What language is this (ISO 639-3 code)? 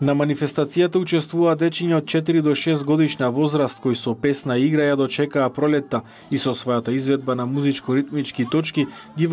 mkd